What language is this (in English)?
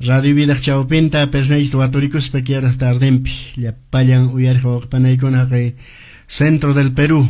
Quechua